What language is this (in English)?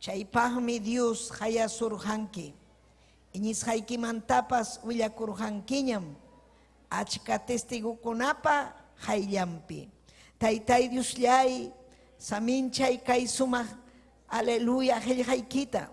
Ayacucho Quechua